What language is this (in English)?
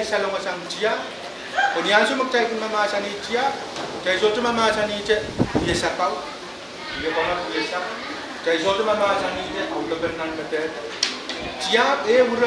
Pohnpeian